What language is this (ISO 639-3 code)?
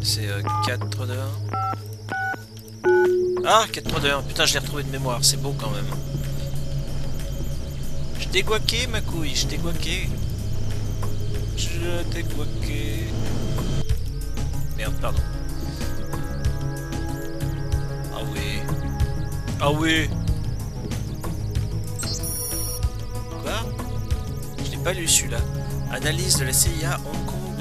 fra